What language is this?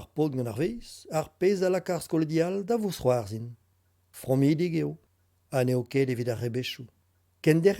Breton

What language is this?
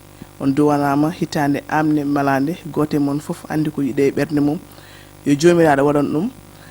Fula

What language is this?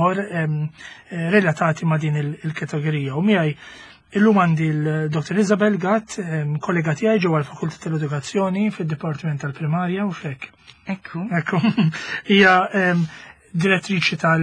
Maltese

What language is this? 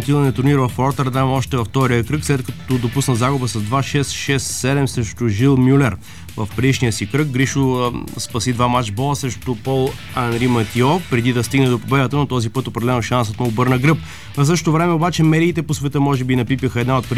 Bulgarian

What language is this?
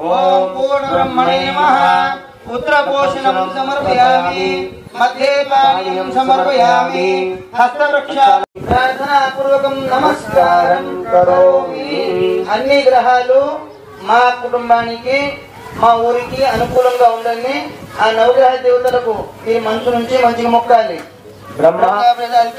Telugu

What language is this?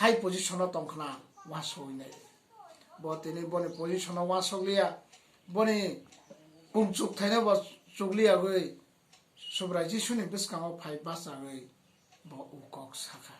Kok Borok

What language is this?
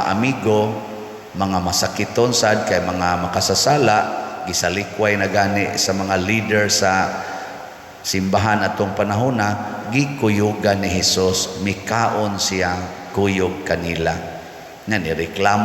Cebuano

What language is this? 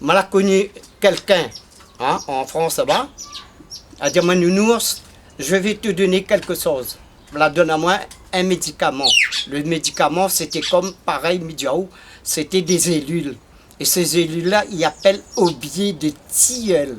Réunion Creole French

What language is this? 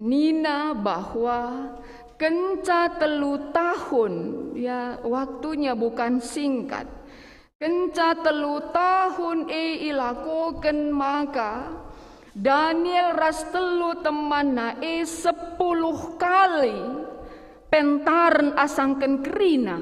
Batak Karo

